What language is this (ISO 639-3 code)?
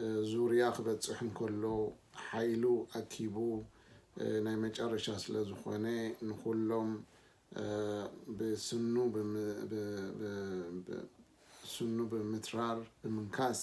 tir